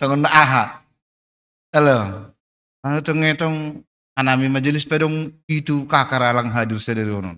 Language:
Batak Simalungun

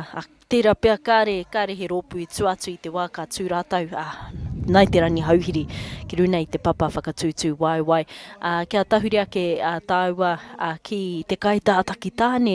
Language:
Māori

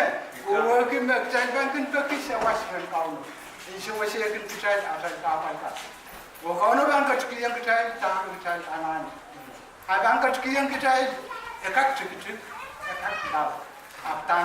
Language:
Pohnpeian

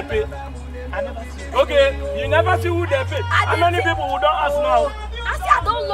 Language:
Nigerian Pidgin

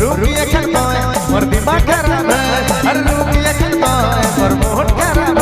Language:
Sadri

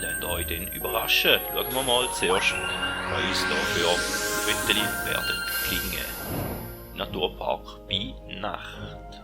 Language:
Swiss German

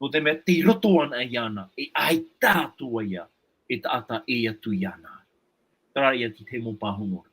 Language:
Tahitian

